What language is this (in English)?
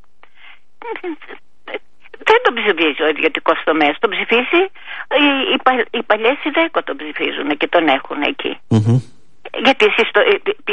Greek